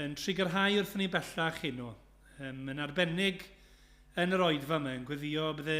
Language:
Welsh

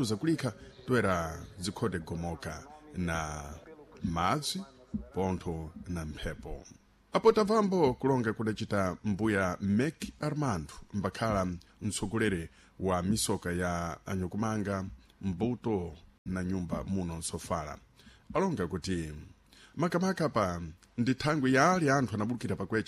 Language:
Sena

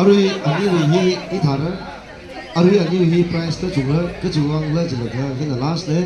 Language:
Tangkhul Naga (India)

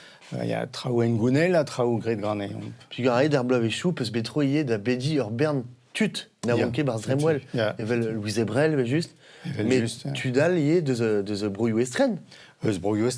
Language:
Breton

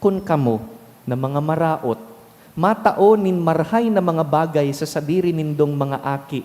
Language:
Bikol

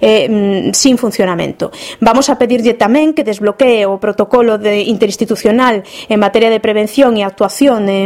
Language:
Galician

